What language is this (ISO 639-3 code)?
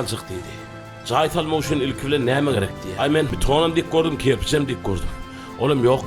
tuk